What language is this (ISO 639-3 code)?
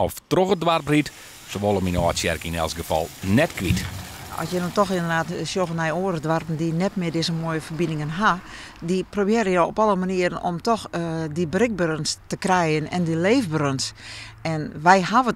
fry